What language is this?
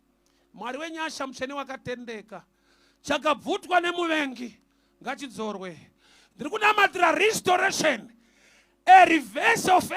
Shona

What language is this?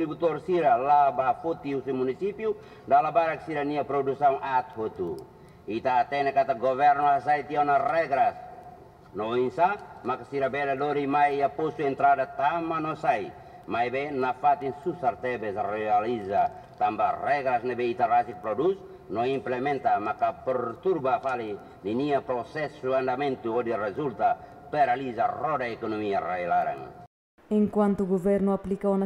Tetum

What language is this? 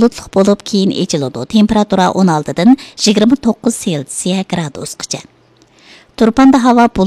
Uyghur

